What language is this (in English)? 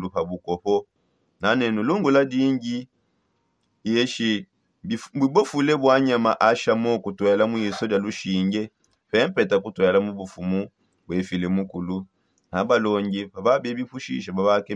Songe